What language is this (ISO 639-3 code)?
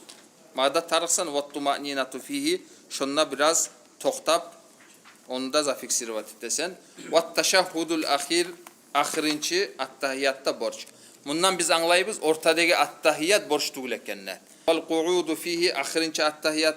kum